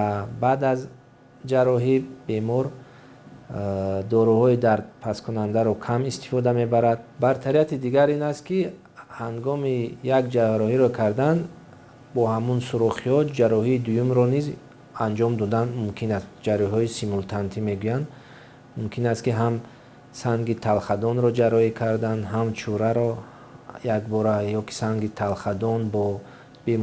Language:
Tajik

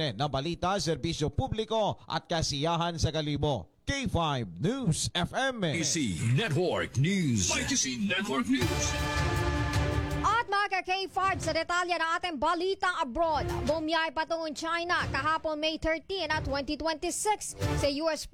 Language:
Filipino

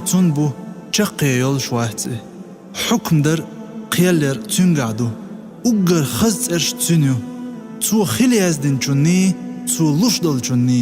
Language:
Chechen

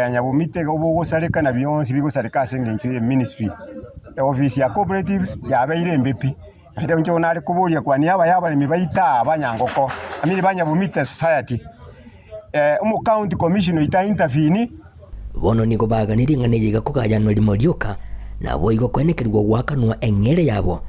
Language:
Gusii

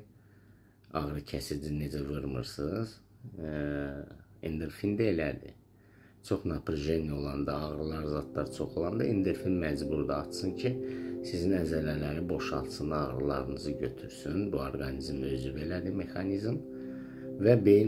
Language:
Azerbaijani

